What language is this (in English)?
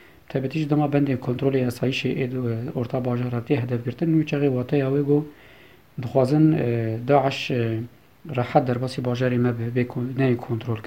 Kurdish